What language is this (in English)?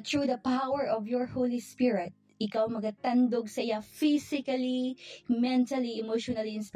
Hiligaynon